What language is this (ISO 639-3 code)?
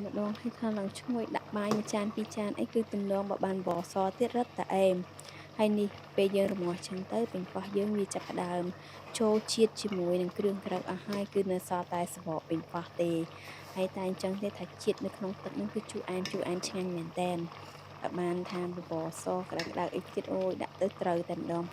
khm